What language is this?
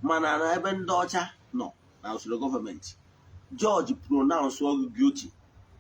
Igbo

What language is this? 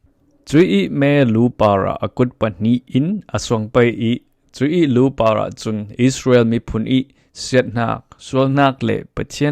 Falam Chin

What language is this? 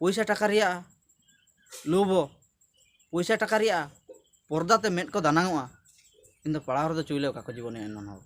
Ho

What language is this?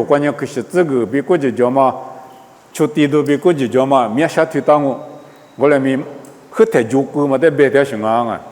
Lisu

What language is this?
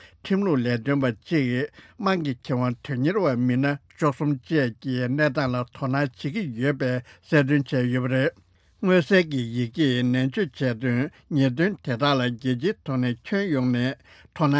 Tibetan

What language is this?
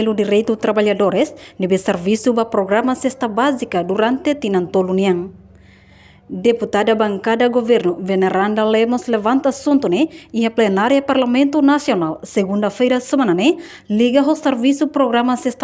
Tetum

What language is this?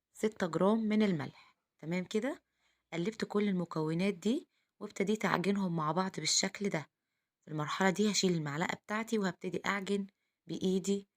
Egyptian Arabic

